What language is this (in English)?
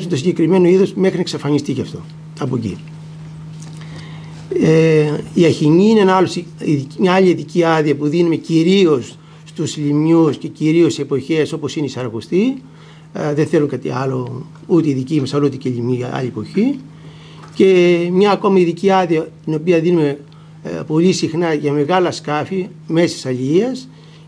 Greek